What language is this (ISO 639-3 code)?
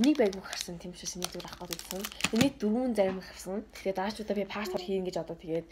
mon